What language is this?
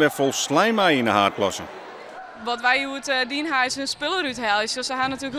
Western Frisian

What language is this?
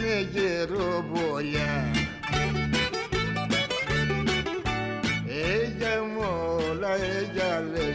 Greek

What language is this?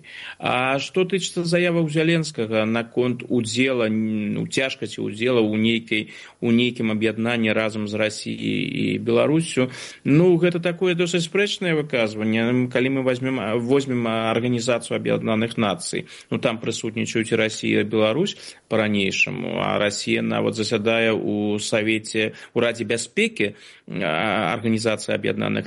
Belarusian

